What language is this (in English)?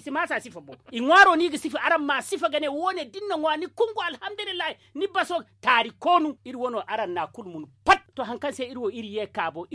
Zarma